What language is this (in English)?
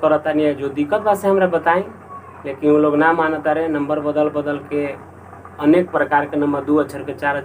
Bhojpuri